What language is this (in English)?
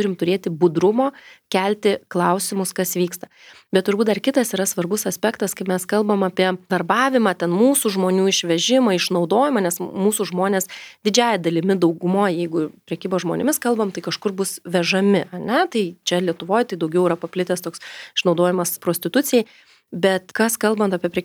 Lithuanian